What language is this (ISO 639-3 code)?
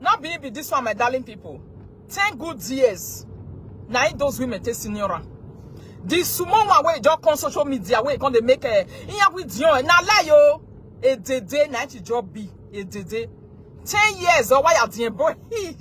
pcm